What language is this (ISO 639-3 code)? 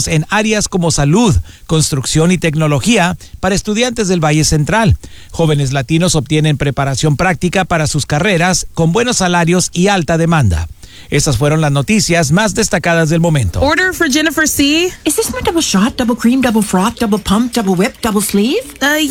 spa